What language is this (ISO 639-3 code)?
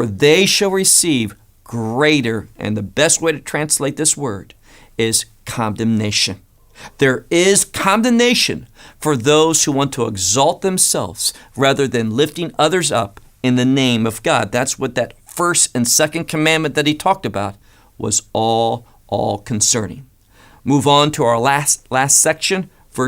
eng